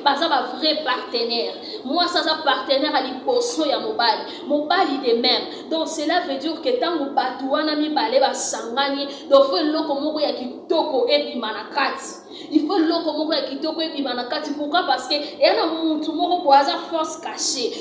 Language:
Lingala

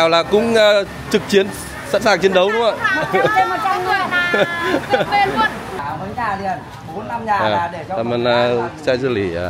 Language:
Vietnamese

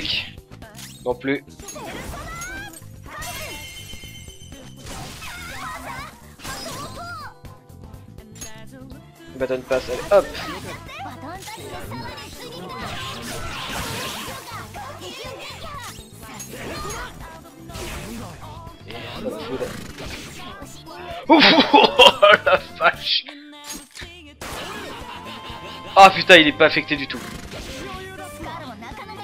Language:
French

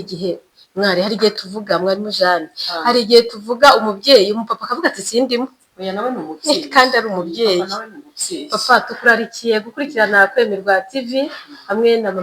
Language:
Kinyarwanda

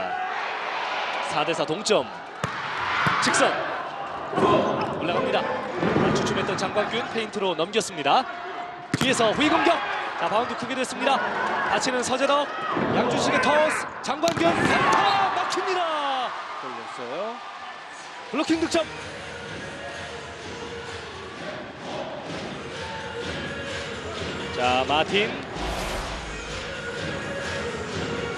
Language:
Korean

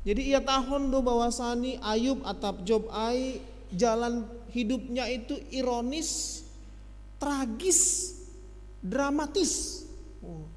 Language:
Batak Simalungun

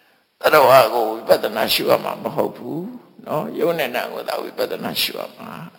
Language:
Burmese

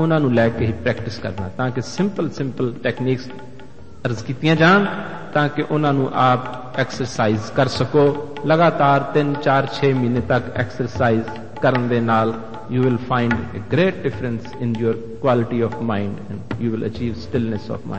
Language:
Punjabi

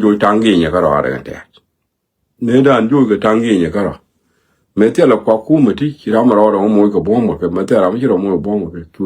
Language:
Nuer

